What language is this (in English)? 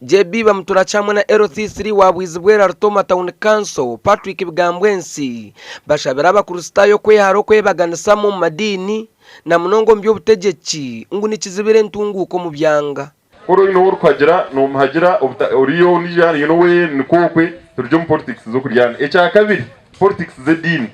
Nyankole